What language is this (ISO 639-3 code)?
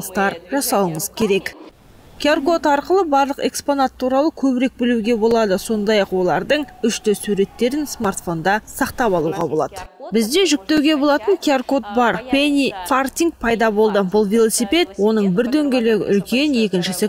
kaz